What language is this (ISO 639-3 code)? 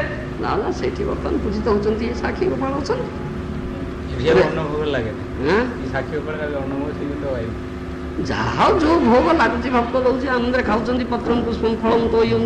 ori